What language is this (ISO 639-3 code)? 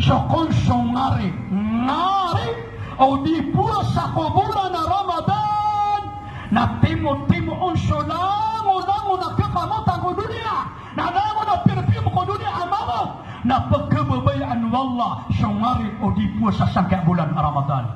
mrw